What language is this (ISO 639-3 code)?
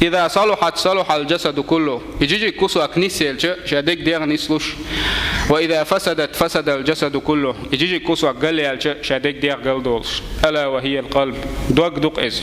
che